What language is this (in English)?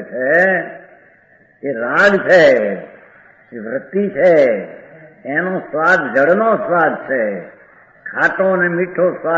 Gujarati